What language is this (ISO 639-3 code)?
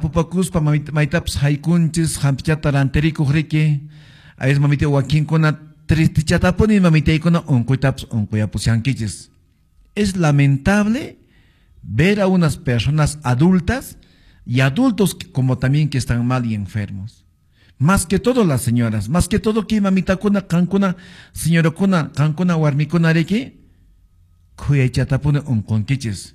que